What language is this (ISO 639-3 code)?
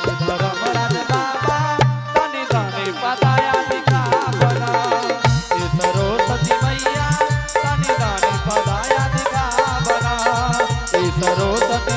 anp